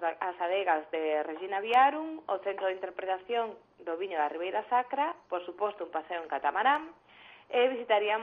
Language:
Galician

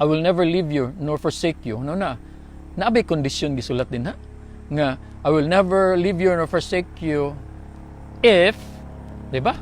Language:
Cebuano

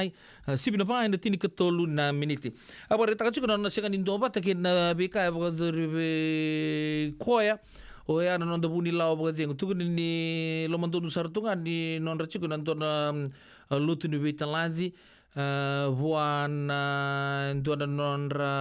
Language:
Fijian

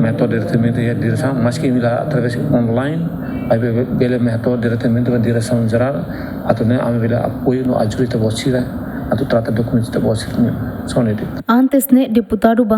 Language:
Tetum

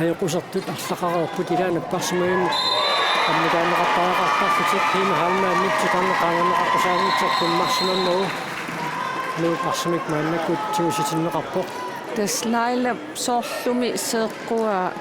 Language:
Kalaallisut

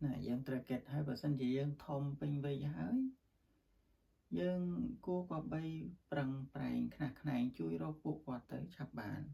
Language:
Khmer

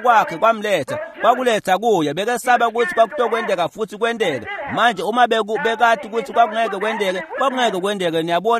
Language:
Swati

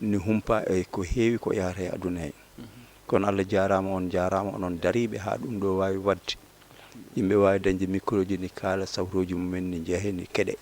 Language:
Fula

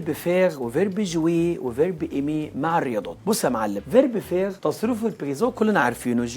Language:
Egyptian Arabic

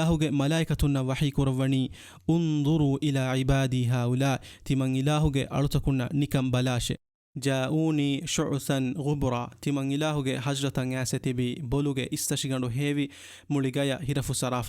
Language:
Divehi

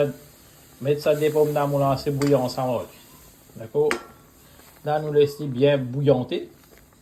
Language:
Morisyen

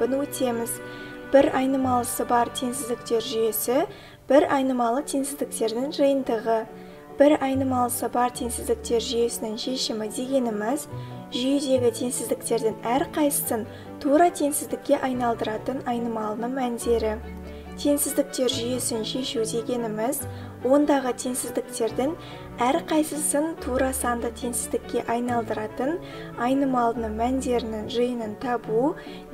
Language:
Kazakh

